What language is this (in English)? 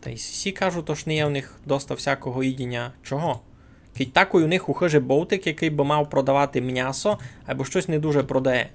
Rusyn